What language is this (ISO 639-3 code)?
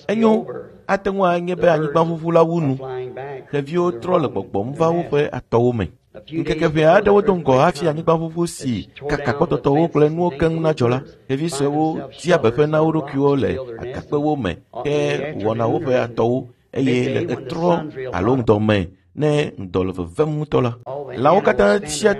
ewe